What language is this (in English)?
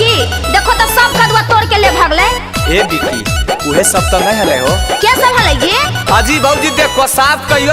Magahi